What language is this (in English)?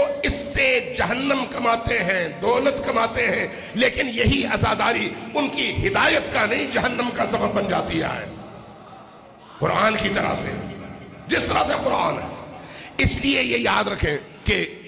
Urdu